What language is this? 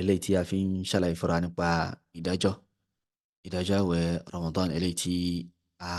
Yoruba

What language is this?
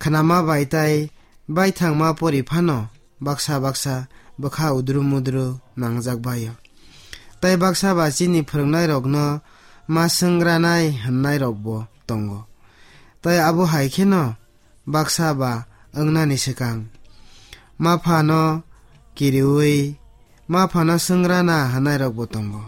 Kok Borok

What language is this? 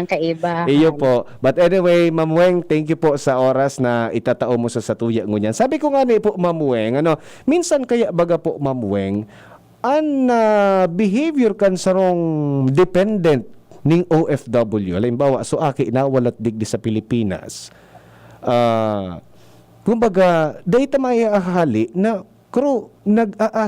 Bikol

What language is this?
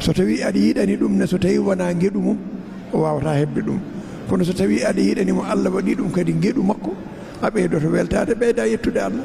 Fula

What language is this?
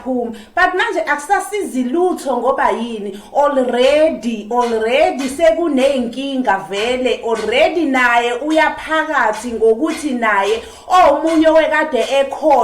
Zulu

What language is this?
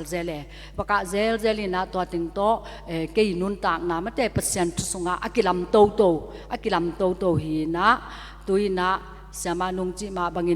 Tedim Chin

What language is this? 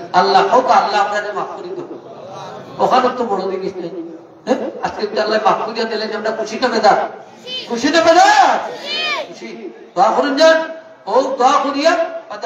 Sylheti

